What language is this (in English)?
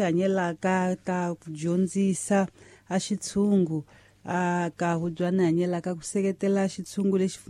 Tsonga